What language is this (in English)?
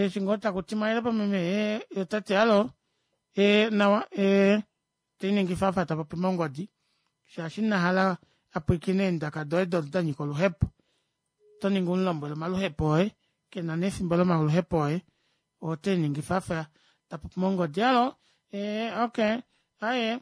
Kuanyama